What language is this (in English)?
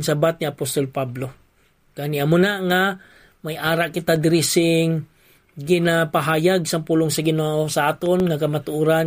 Hiligaynon